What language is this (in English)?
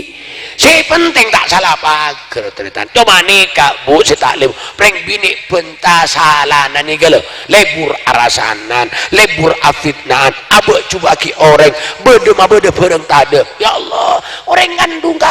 Madurese